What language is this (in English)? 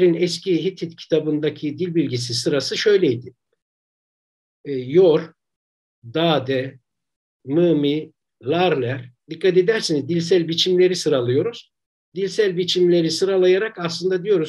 Turkish